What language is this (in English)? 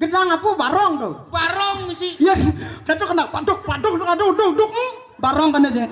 Balinese